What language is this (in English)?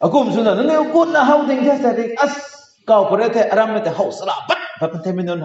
Rongmei Naga